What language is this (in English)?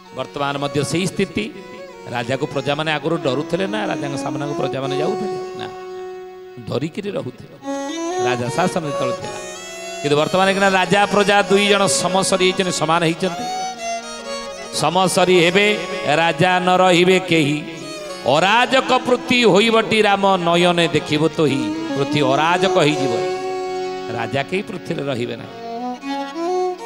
Odia